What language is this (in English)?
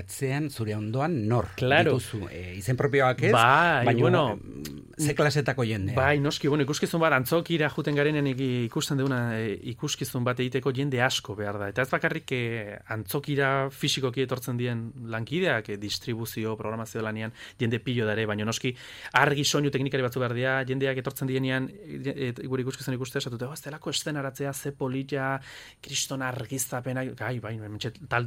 Basque